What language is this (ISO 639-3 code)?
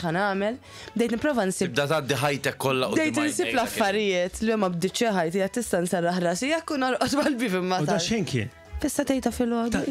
mlt